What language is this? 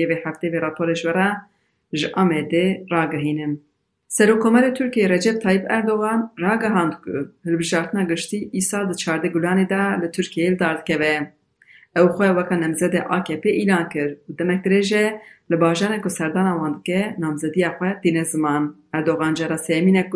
Kurdish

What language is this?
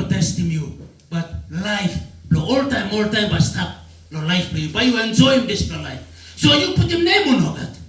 Tok Pisin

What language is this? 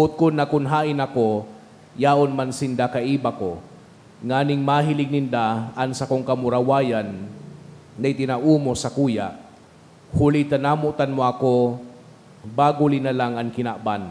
Bikol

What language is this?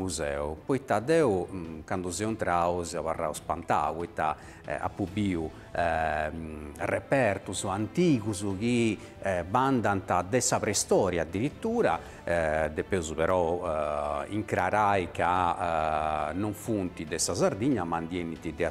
Sardinian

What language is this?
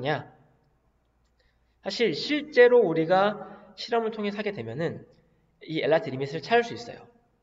Korean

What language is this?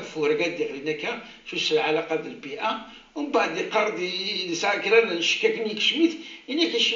Kabyle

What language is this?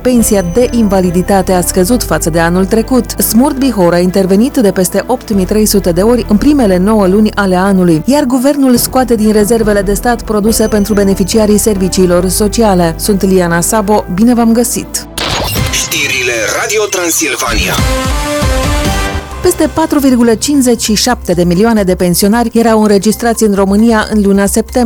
Romanian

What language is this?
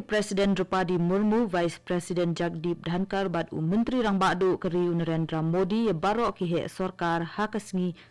Khasi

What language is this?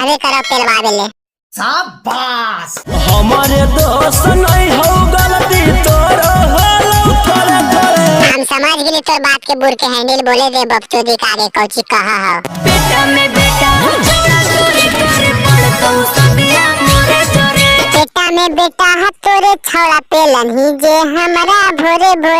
Magahi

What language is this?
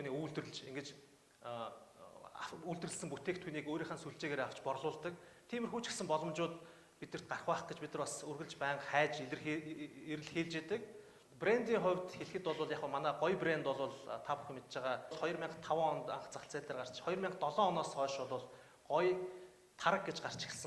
Mongolian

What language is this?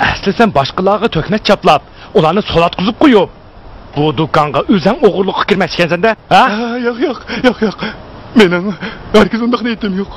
Uyghur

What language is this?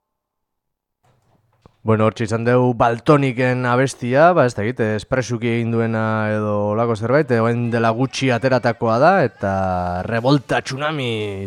Basque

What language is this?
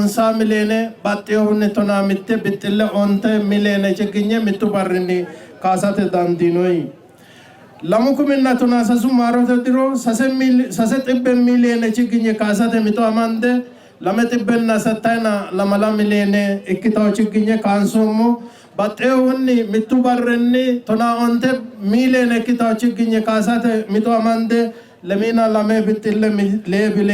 Sidamo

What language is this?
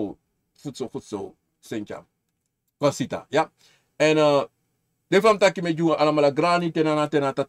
Sranan Tongo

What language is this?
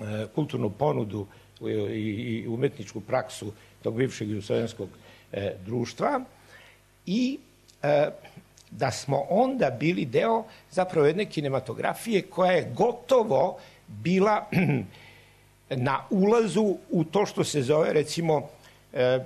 Serbian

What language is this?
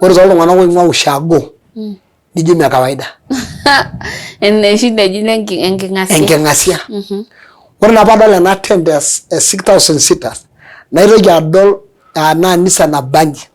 Masai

